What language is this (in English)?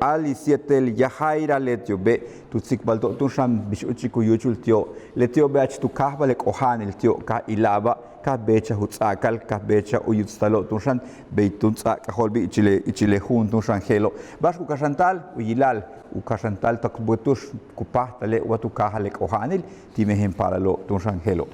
Yucateco